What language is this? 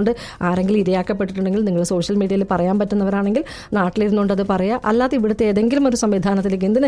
Malayalam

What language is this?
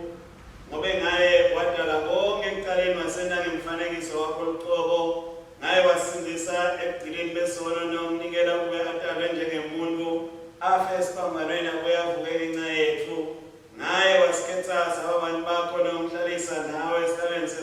Swati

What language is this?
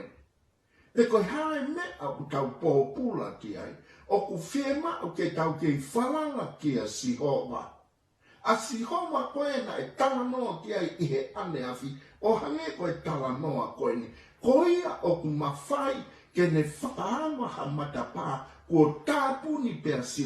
Tongan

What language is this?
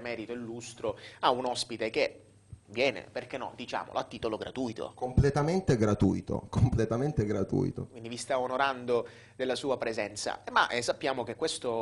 Italian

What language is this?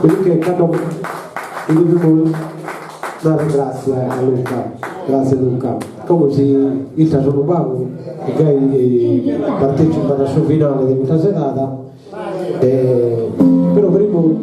Sardinian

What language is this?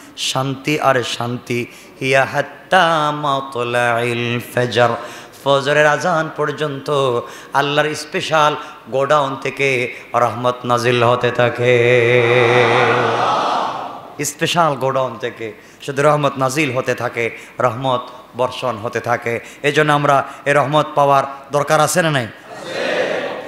Bangla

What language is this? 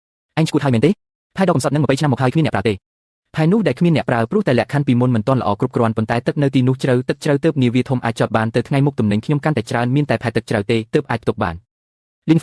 Khmer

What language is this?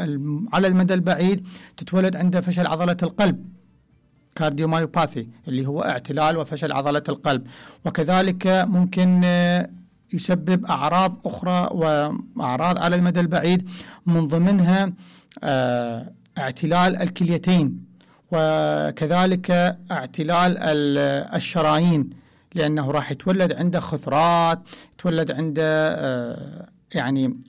Mesopotamian Arabic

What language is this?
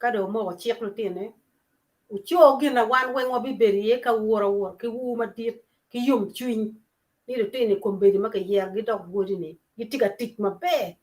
Acoli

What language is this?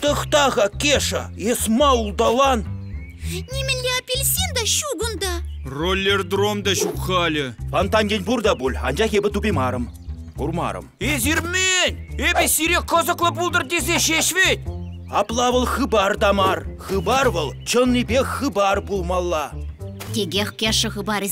Chuvash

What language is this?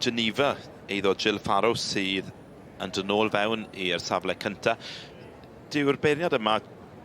Welsh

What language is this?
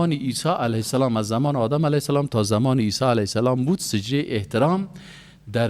Persian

